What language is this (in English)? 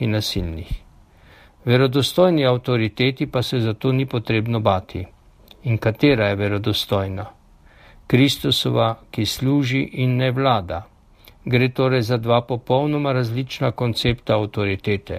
Slovenian